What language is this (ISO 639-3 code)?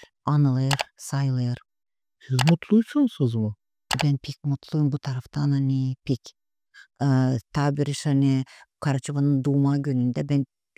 gag